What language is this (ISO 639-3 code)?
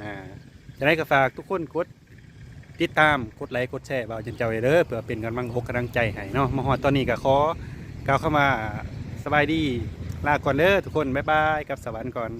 lao